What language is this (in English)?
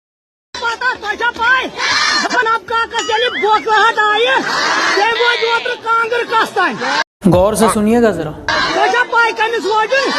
Kashmiri